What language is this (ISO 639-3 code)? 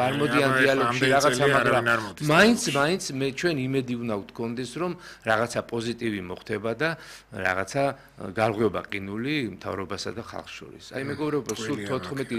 kat